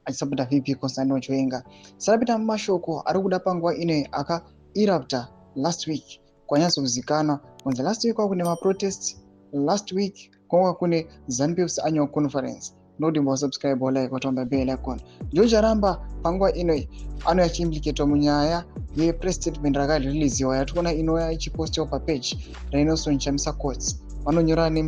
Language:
Shona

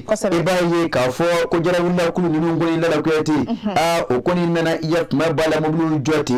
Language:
Bambara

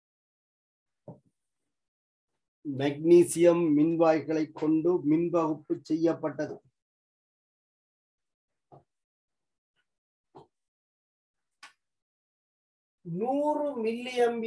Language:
Tamil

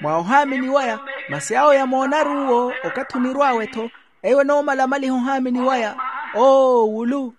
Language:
Makhuwa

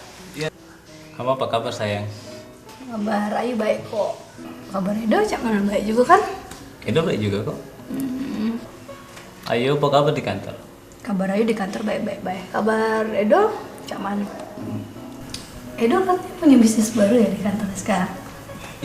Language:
Musi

